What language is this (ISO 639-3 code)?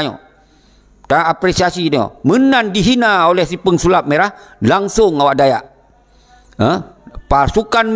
ace